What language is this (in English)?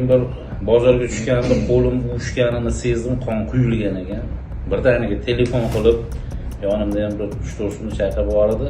Uzbek